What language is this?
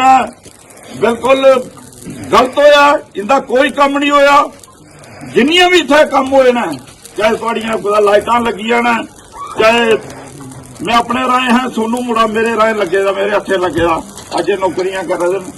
Dogri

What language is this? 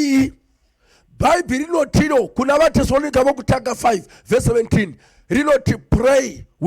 Shona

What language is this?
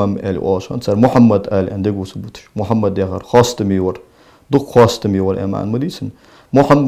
Ingush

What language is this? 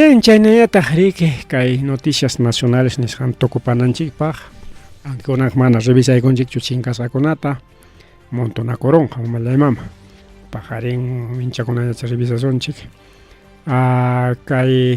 Ayacucho Quechua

